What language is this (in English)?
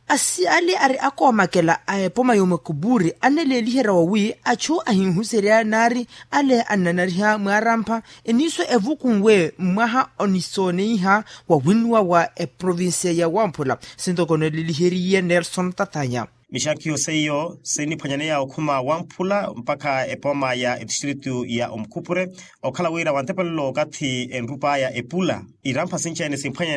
Makhuwa